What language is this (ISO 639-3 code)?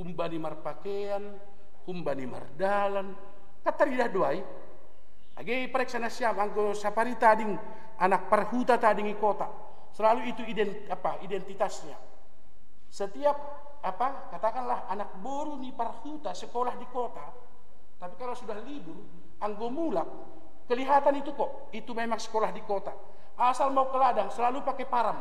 bts